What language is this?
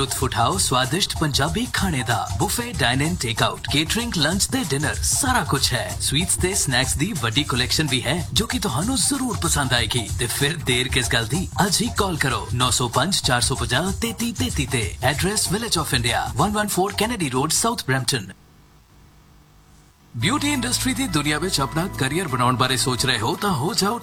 Punjabi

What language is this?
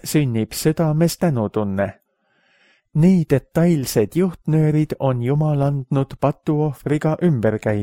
Estonian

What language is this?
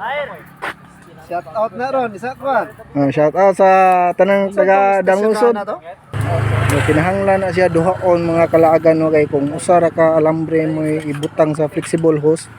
Cebuano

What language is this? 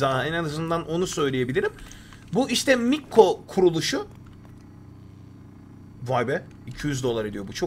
Turkish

